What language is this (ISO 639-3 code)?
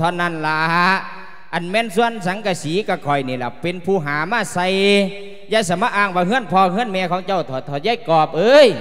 lao